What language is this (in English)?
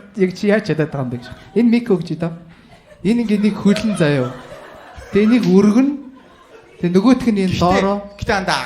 Mongolian